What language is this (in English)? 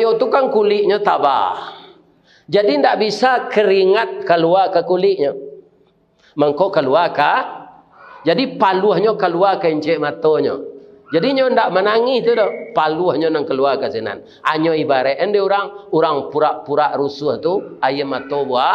Minangkabau